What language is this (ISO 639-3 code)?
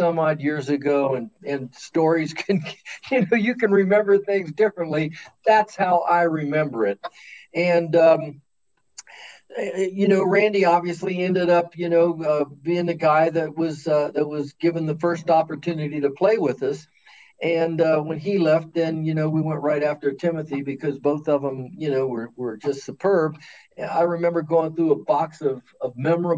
eng